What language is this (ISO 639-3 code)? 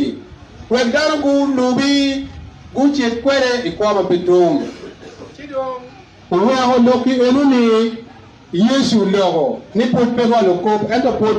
ach